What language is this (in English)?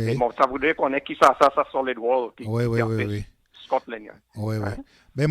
Seselwa Creole French